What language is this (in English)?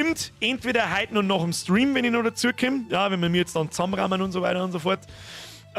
Bavarian